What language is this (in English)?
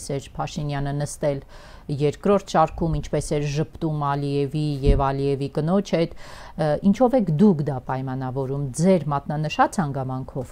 Armenian